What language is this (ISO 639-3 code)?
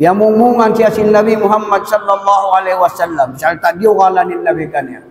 tsg